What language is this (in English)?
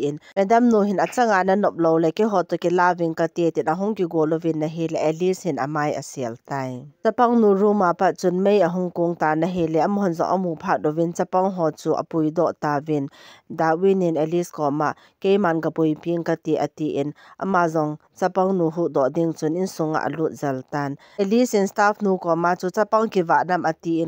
Thado Chin